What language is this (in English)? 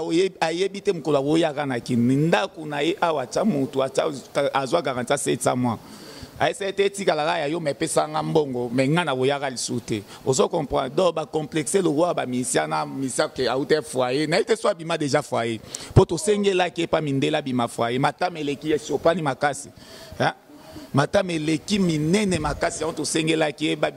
Lingala